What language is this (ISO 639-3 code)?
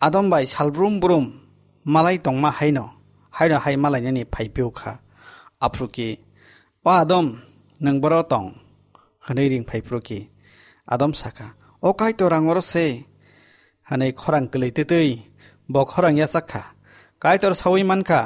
trp